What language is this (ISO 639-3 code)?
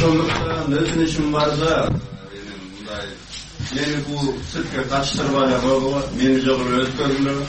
kir